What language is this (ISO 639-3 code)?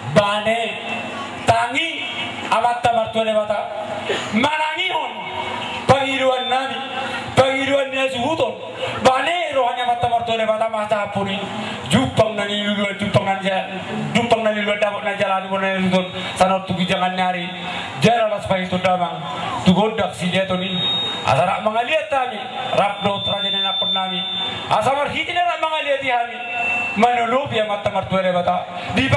bbc